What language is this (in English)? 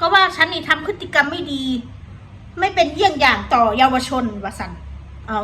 Northeastern Thai